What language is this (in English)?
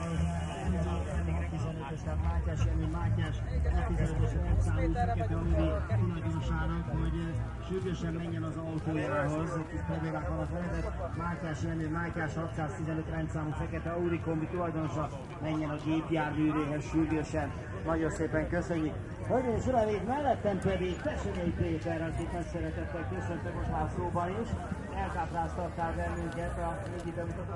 Hungarian